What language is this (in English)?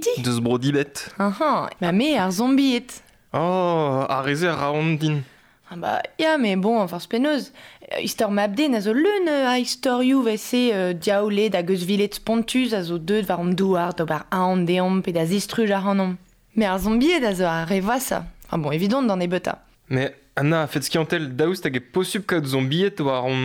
Breton